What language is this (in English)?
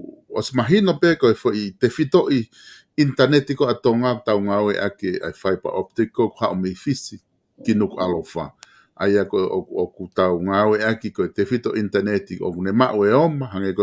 Tongan